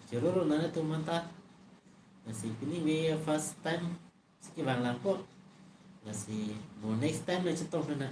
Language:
Karbi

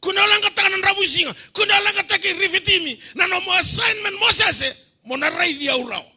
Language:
Fijian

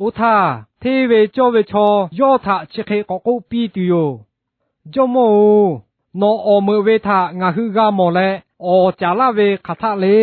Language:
Lahu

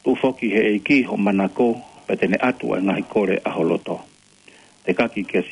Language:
Tongan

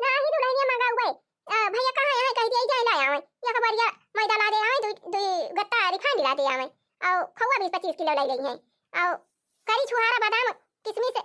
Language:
Awadhi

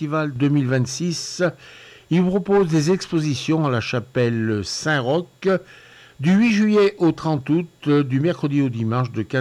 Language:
French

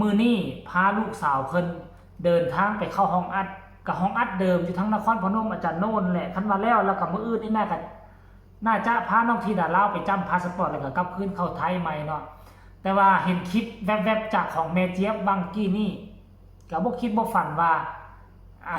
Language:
Northeastern Thai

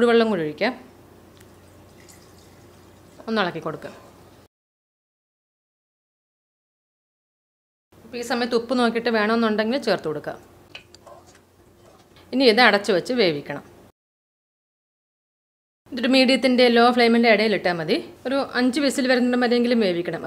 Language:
Malayalam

